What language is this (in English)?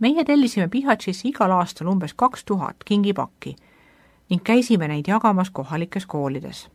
Estonian